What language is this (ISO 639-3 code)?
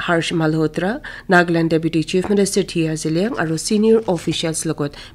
nag